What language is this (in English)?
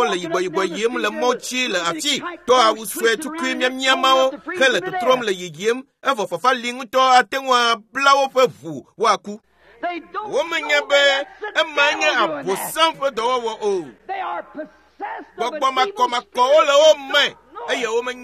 Ewe